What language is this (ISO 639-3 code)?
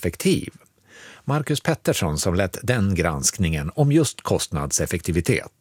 swe